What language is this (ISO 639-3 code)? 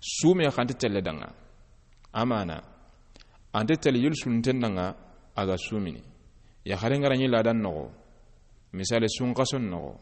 snk